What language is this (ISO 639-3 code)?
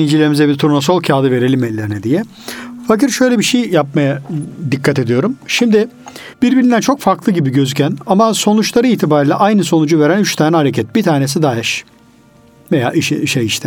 tur